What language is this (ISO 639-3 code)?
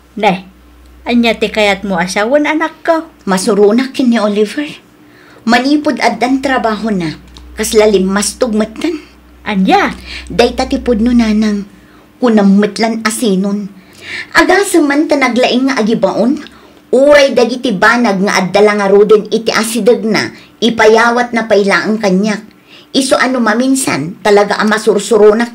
ilo